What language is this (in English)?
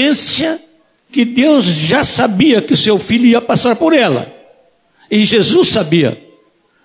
Portuguese